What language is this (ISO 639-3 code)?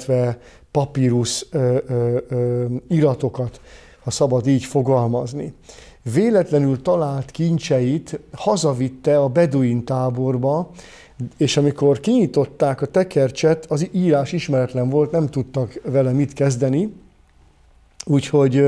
hun